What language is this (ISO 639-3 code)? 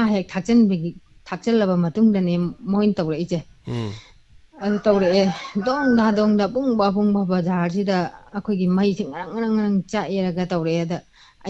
mni